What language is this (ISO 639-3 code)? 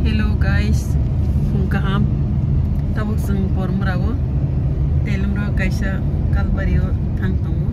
trp